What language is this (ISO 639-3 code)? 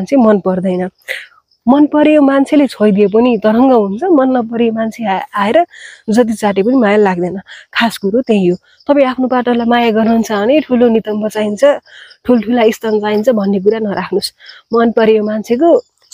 nep